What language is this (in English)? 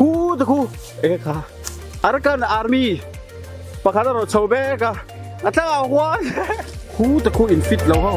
Mizo